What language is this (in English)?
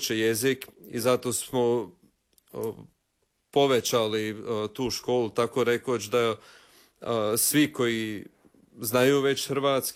Croatian